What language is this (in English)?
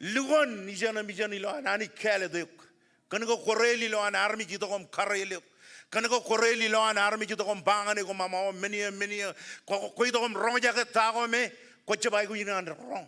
Marshallese